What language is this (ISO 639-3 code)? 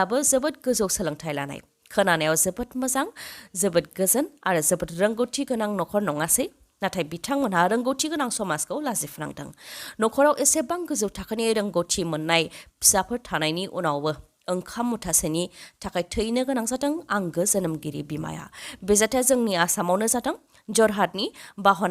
brx